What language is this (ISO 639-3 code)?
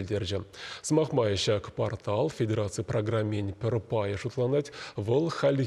chv